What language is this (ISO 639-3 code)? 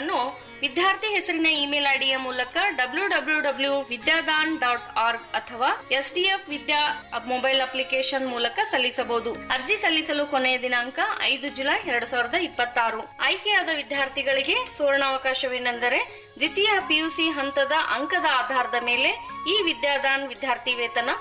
kan